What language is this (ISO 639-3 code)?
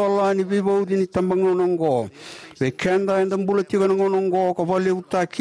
fij